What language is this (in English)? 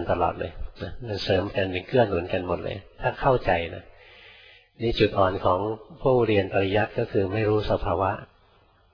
Thai